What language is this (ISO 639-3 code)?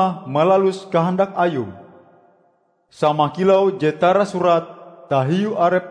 msa